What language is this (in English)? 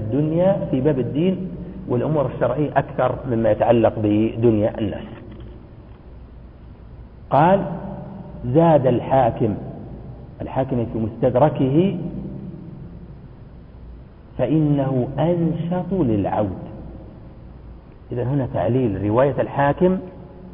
Arabic